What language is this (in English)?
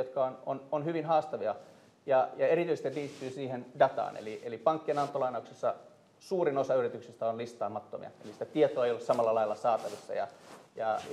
Finnish